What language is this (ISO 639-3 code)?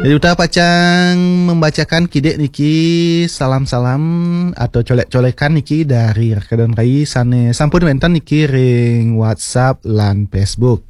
ban